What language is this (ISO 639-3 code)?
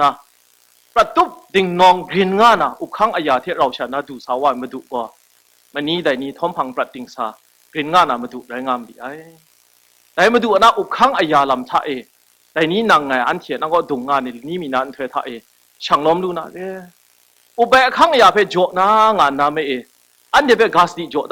kac